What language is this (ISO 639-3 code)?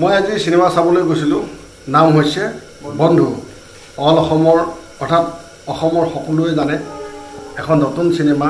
asm